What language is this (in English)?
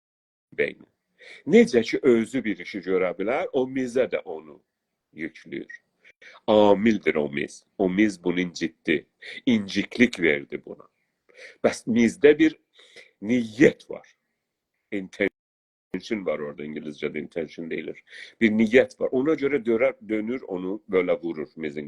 South Azerbaijani